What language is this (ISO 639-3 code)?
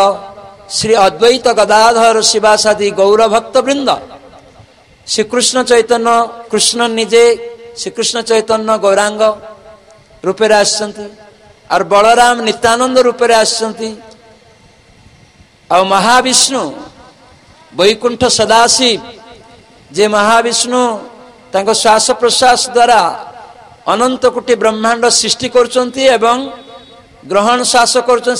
ori